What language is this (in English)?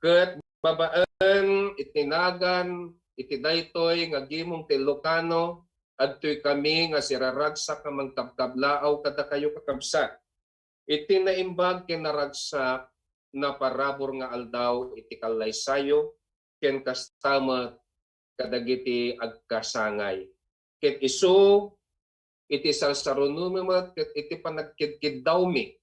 Iloko